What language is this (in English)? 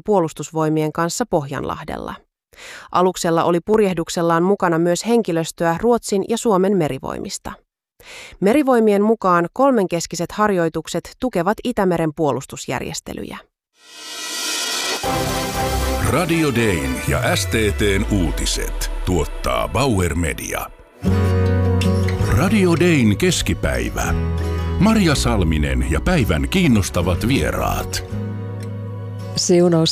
Finnish